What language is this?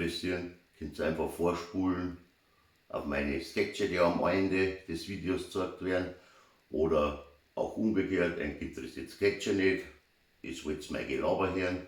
Bavarian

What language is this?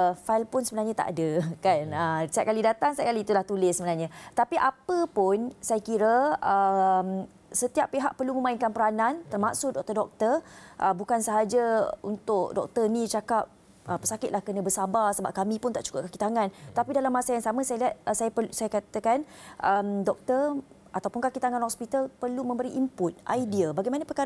Malay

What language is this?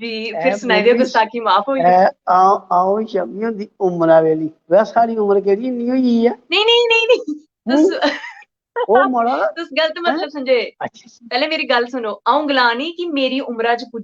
Dogri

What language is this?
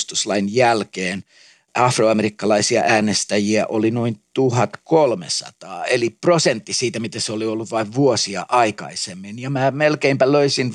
Finnish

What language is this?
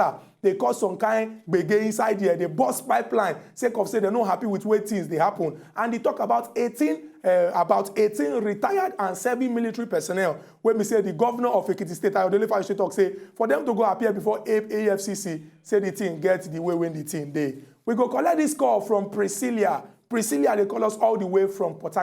Nigerian Pidgin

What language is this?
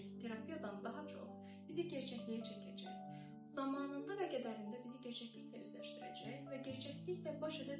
Azerbaijani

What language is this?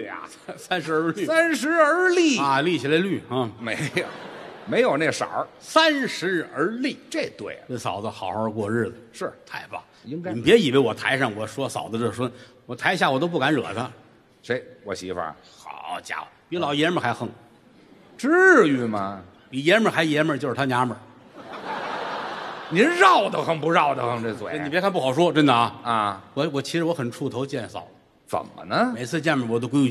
Chinese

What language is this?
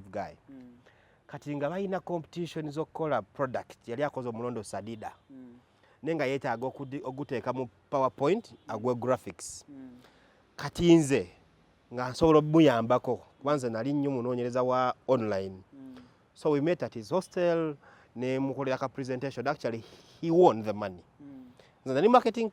Ganda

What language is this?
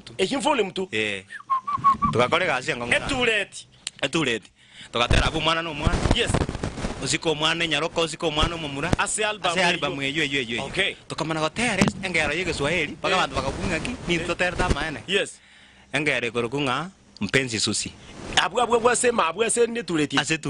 Gusii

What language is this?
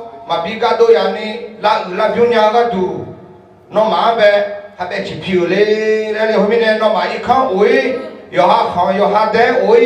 Akha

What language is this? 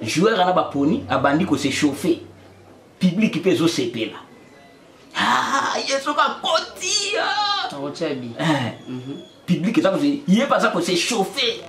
Lingala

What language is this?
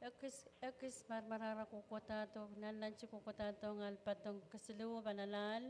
Pohnpeian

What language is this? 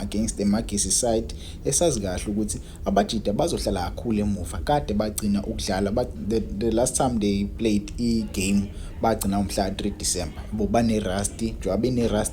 Zulu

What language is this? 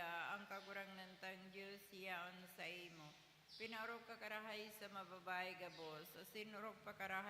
Bikol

